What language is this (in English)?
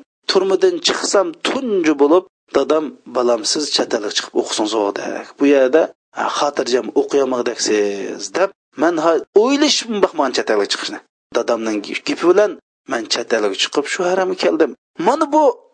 Uyghur